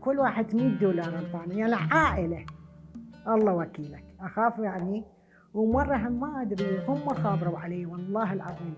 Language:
Mesopotamian Arabic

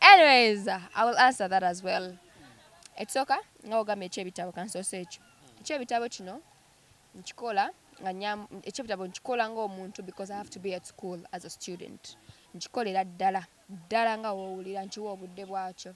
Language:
Ganda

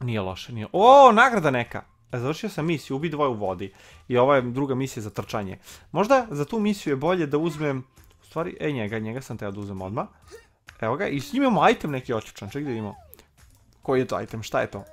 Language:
Croatian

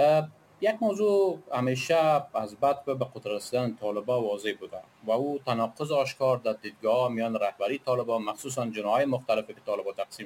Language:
Persian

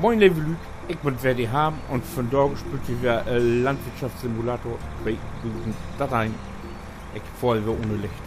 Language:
Low German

